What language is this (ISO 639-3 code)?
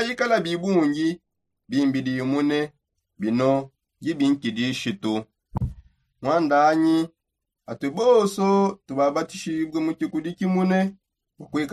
sop